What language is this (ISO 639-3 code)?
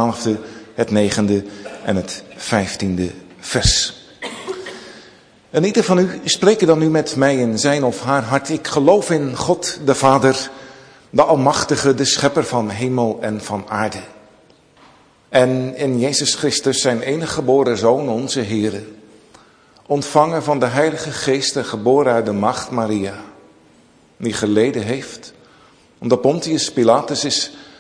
nld